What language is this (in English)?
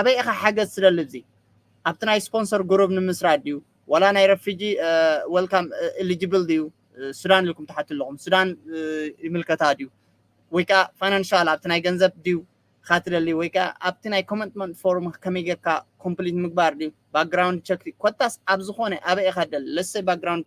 Tigrinya